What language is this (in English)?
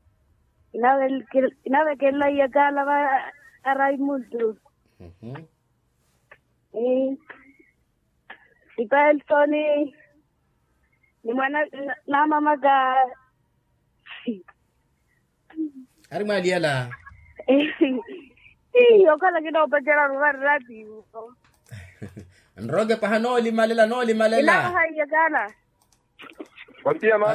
Swahili